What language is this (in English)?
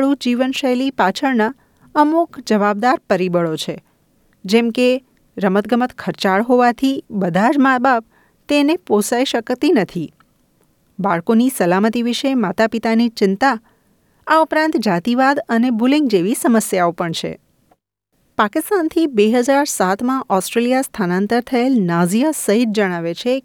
Gujarati